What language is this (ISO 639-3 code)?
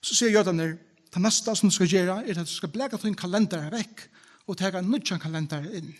fao